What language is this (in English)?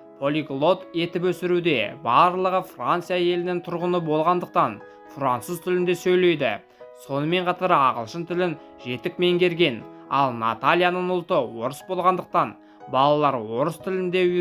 Kazakh